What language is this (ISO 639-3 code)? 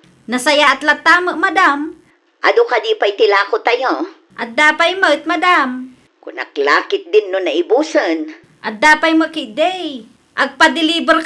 ilo